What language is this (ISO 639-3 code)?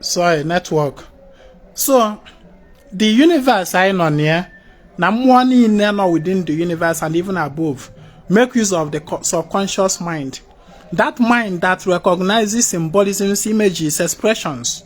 ibo